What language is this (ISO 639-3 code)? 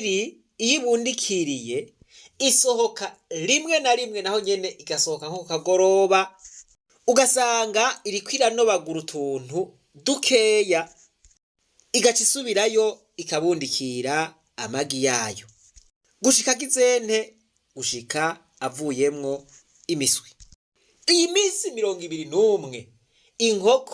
run